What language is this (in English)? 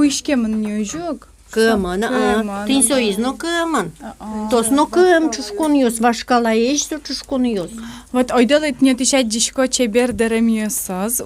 Udmurt